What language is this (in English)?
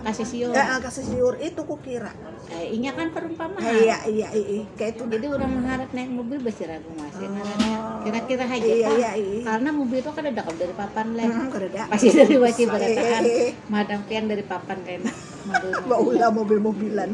Banjar